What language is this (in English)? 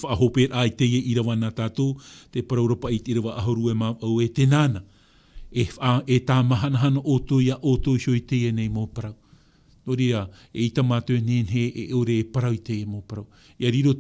Tahitian